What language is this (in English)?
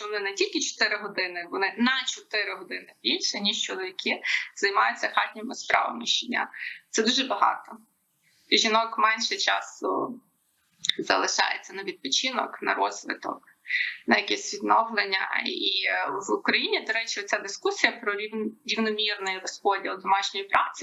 Ukrainian